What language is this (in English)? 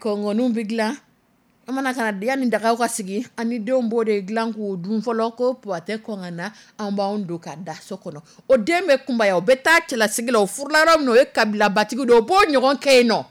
Dyula